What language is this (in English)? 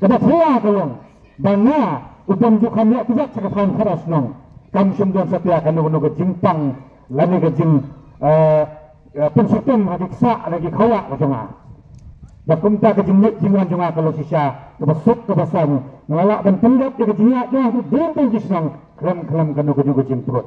Khasi